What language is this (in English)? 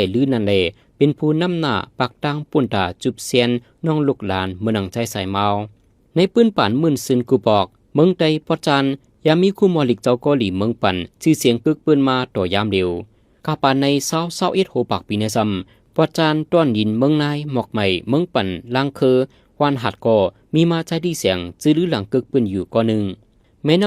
Shan